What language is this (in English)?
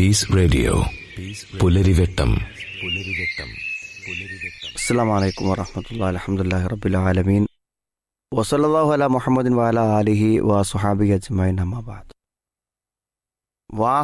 Malayalam